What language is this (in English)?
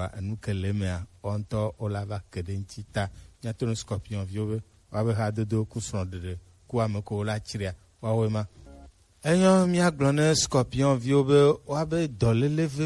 Gen